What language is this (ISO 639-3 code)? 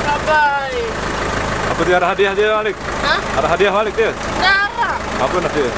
sas